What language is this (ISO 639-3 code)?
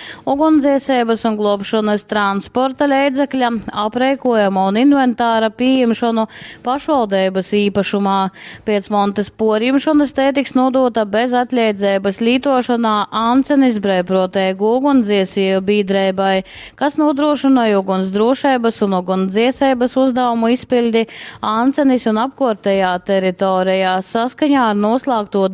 ltg